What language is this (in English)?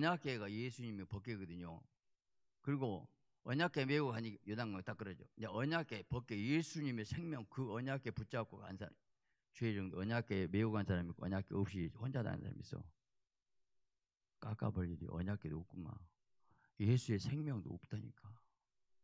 Korean